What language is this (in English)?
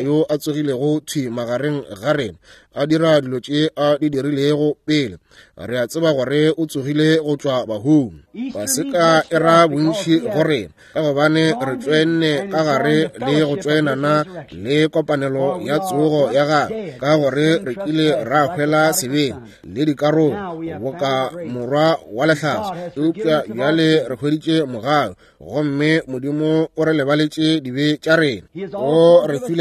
Northern Sotho